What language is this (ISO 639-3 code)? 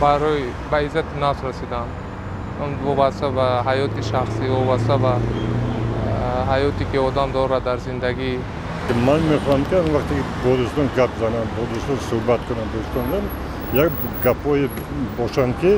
tgk